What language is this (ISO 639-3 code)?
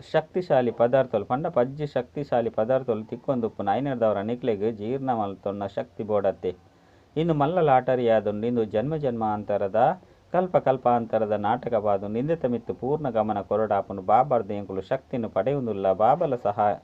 tcy